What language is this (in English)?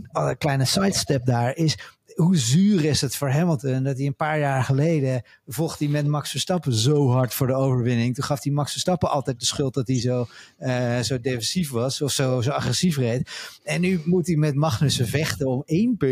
Dutch